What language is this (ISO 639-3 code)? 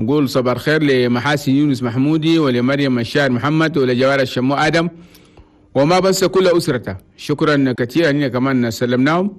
shu